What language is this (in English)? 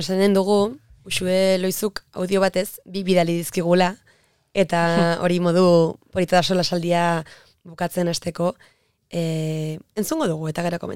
Basque